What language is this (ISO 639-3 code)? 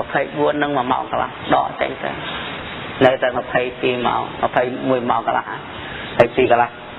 khm